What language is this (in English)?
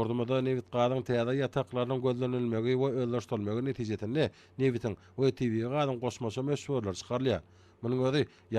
Turkmen